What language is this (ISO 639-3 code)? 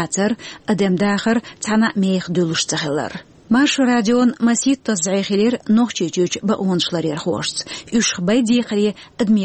che